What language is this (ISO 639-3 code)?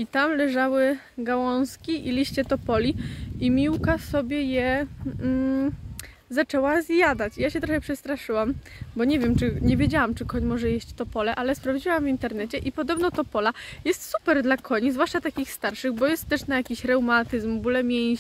pol